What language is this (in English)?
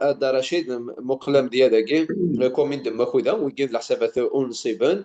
Kabyle